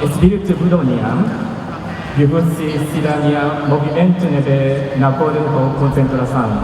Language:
Tetum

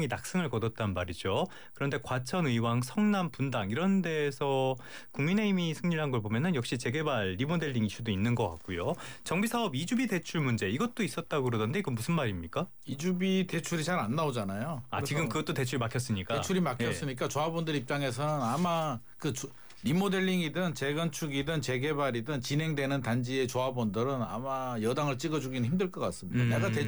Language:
Korean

